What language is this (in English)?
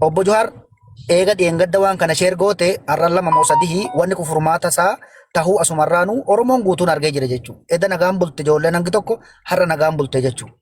Oromo